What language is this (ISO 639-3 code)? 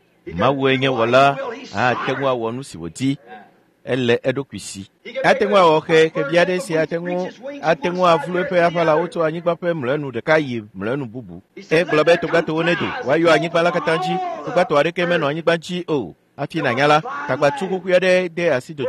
ewe